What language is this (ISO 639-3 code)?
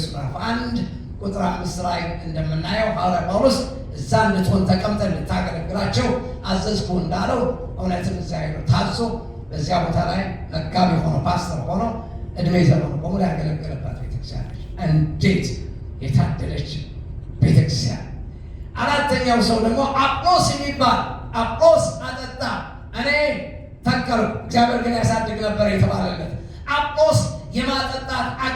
amh